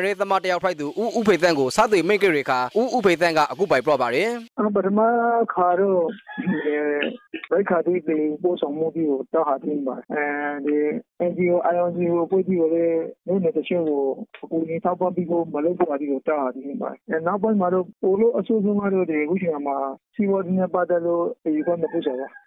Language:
Burmese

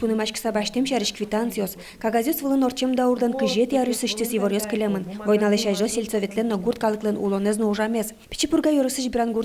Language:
Udmurt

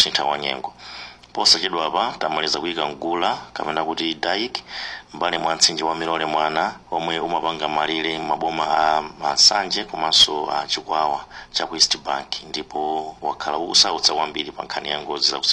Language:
Nyanja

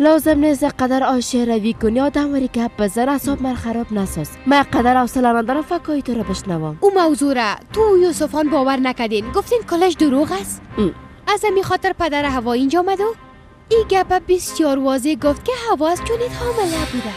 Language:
Persian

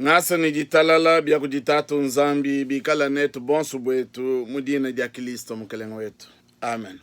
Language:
Luba-Lulua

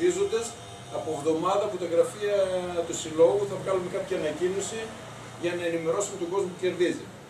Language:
Greek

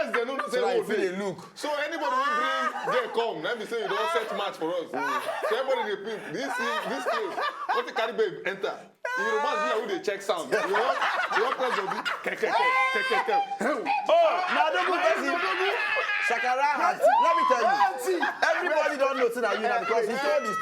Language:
Nigerian Pidgin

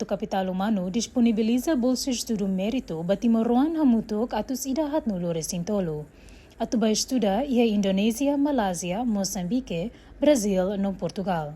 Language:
Tetum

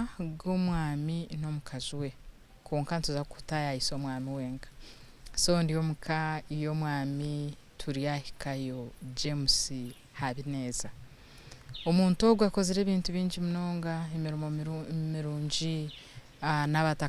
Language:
Nyankole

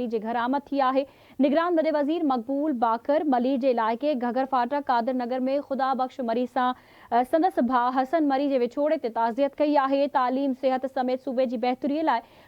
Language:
Sindhi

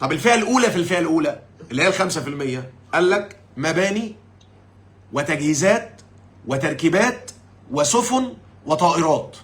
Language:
Egyptian Arabic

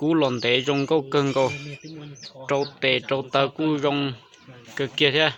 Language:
Hmong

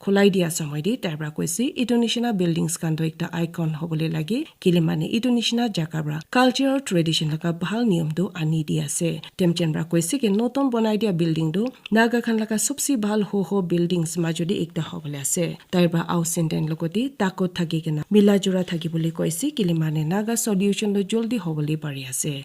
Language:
Naga Pidgin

